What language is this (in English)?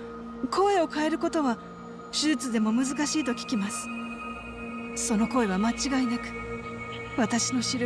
Japanese